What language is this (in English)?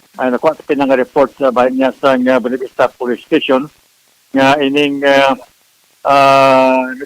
Hiligaynon